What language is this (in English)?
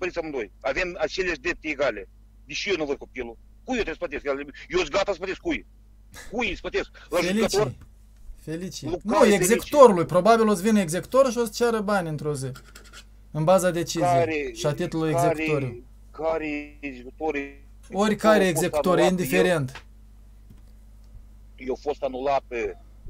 Romanian